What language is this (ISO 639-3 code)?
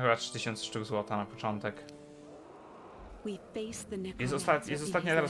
pol